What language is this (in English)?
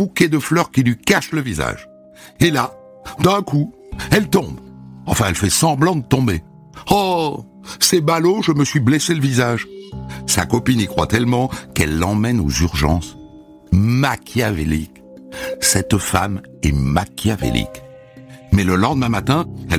French